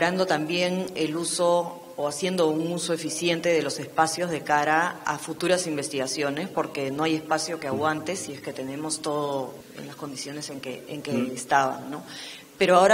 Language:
Spanish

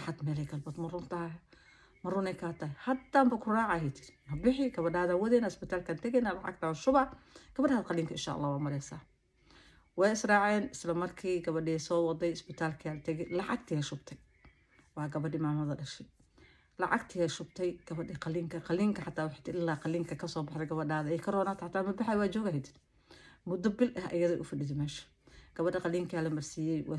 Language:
Somali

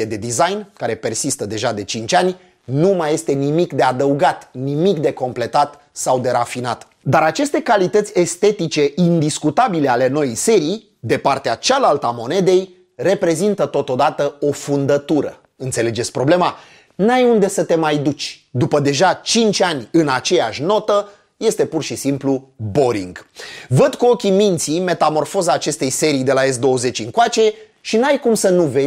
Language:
Romanian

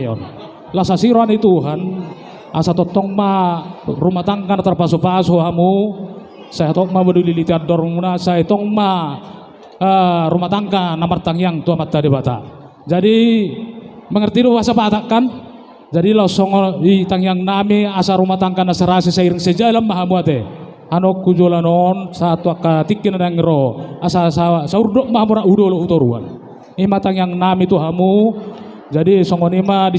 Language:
Batak Toba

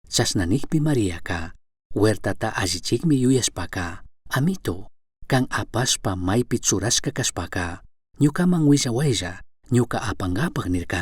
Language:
Chimborazo Highland Quichua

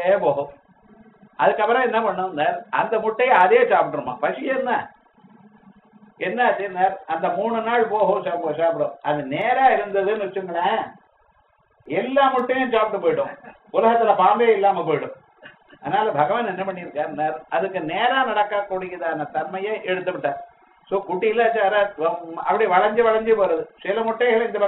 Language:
Tamil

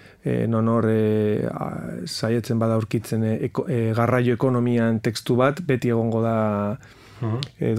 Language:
Basque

